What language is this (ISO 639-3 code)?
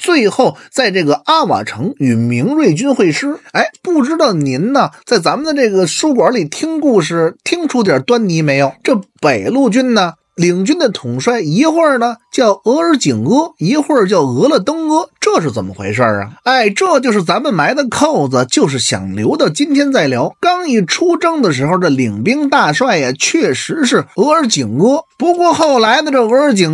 zho